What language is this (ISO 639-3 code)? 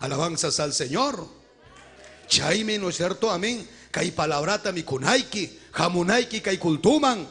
quy